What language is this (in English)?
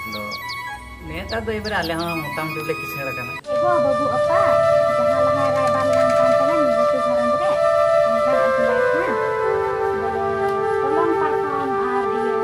Santali